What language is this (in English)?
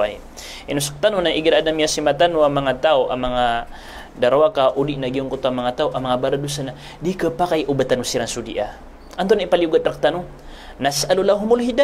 Maranao